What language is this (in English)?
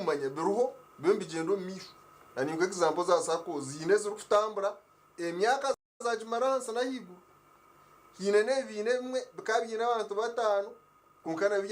Nyankole